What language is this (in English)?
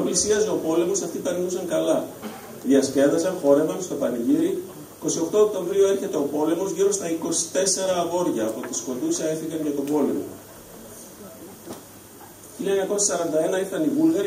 Greek